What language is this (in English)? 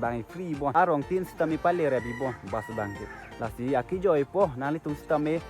Karbi